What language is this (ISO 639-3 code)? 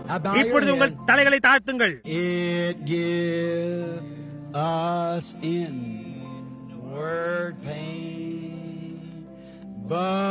tam